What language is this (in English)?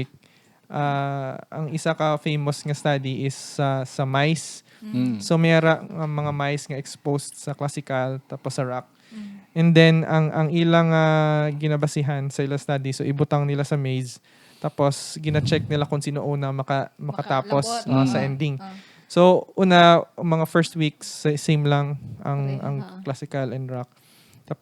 Hiligaynon